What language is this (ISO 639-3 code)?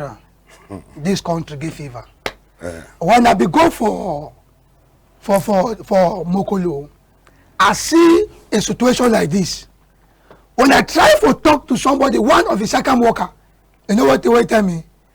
wes